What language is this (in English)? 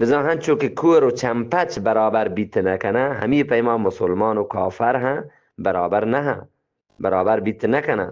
Eastern Balochi